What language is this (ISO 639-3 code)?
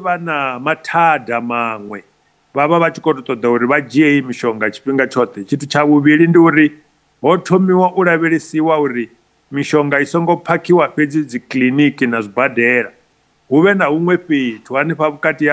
ven